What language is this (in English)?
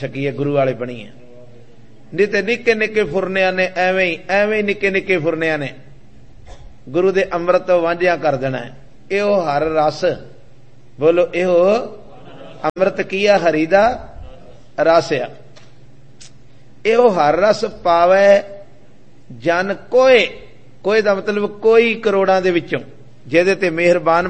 Punjabi